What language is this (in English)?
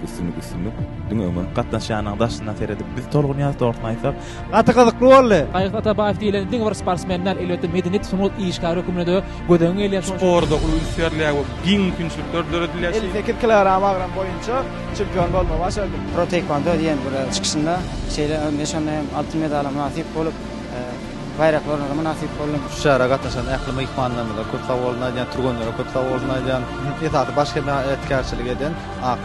Turkmen